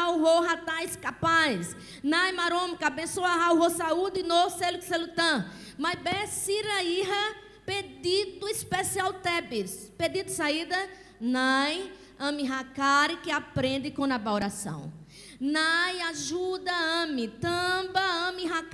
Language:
Tetum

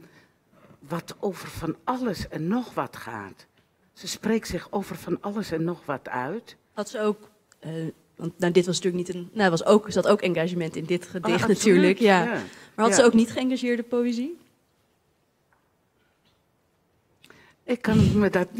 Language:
Dutch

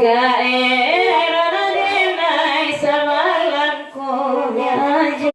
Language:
Minangkabau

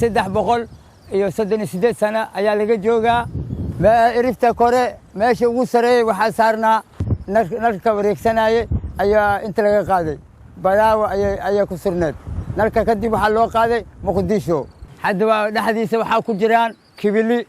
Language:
Somali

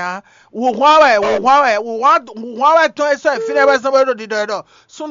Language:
Fon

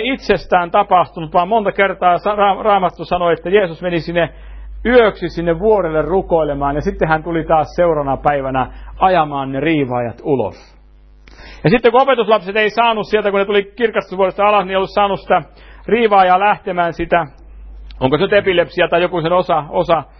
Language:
Finnish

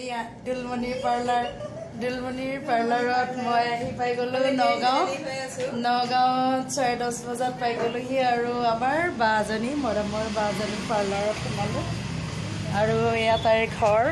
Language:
Assamese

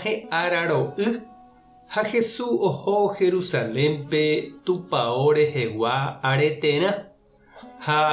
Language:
Guarani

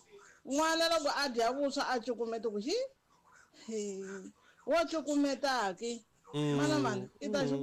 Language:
Tsonga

